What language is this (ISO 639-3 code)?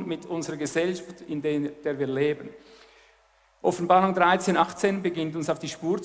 deu